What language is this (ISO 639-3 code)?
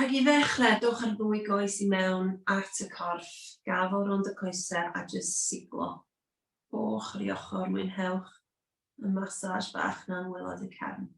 cym